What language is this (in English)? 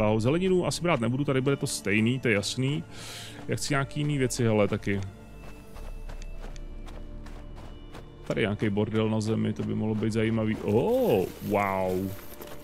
Czech